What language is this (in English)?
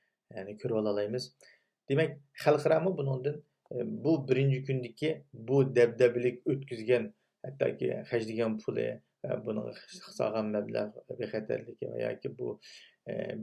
Uyghur